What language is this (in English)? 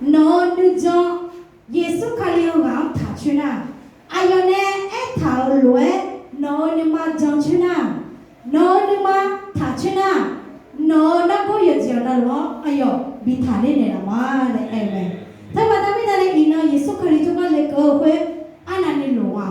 Akha